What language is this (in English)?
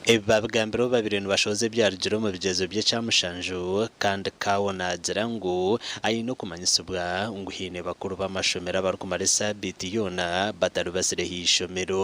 Nyankole